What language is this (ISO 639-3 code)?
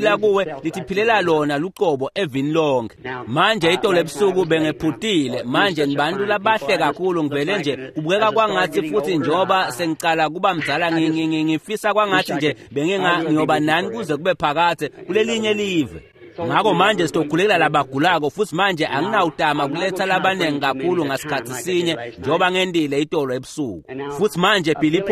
ssw